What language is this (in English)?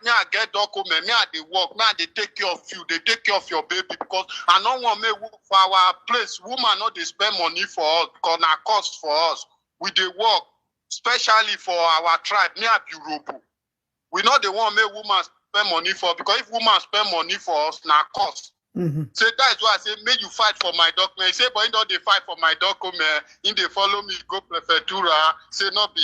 Nigerian Pidgin